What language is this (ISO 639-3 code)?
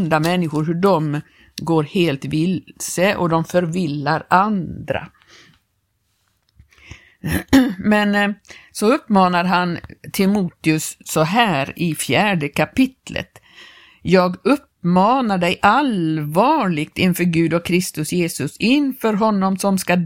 swe